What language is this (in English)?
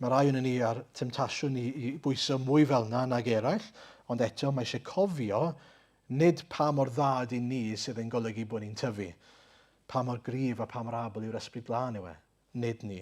Welsh